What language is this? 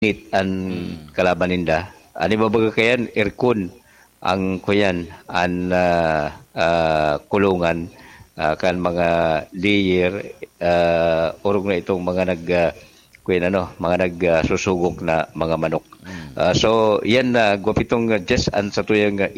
Bikol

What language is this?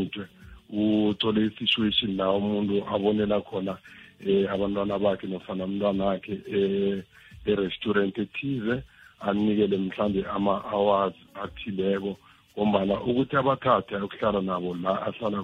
South Ndebele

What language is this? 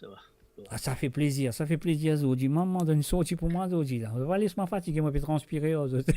Morisyen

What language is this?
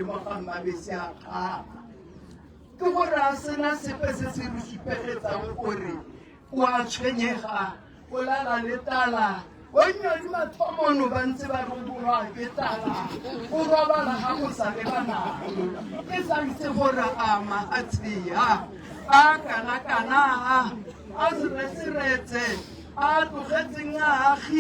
Tswana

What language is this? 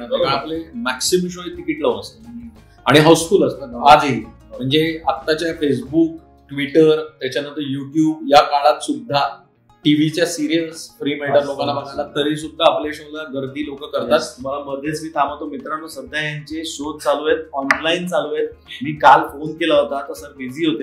Marathi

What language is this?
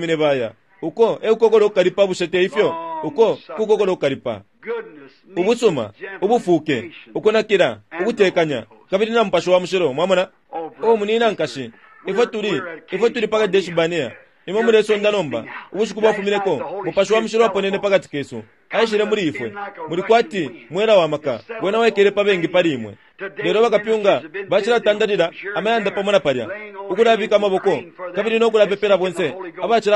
Bemba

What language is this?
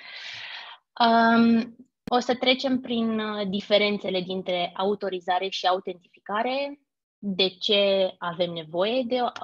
Romanian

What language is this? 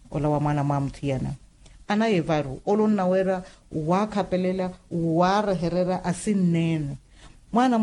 Makhuwa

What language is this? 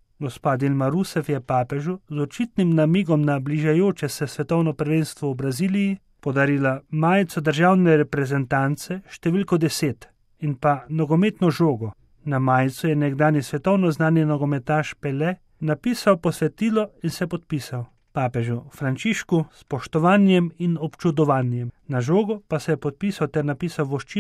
Slovenian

